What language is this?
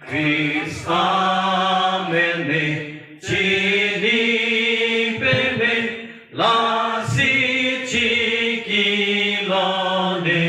Karbi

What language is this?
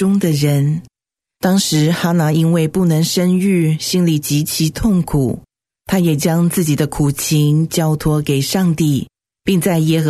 Chinese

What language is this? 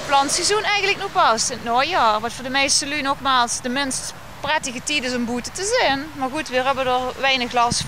Limburgish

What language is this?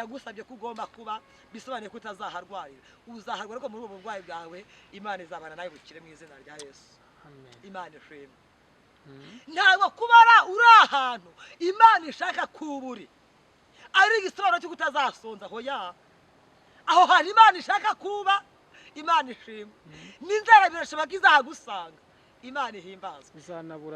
Kinyarwanda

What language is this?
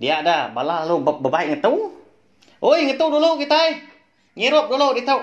Iban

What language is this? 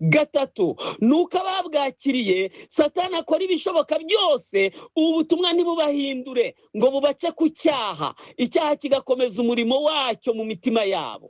Kinyarwanda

